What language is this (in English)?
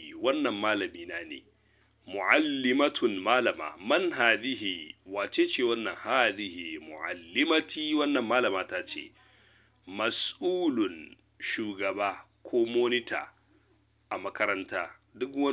Hausa